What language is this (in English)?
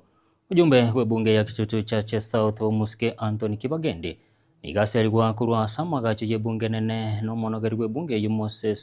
Gusii